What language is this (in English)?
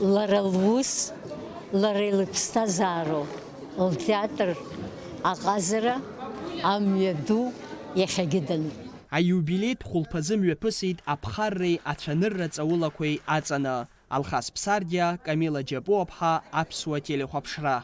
Abkhazian